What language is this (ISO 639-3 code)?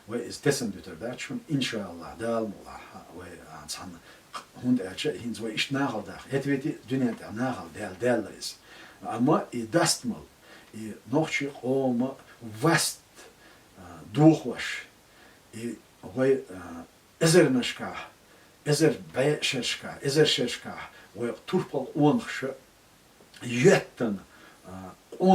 che